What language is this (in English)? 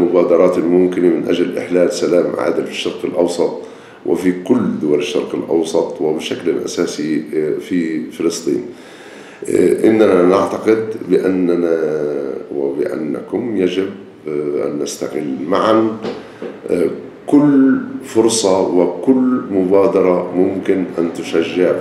Arabic